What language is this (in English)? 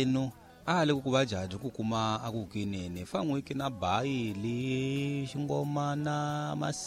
Tsonga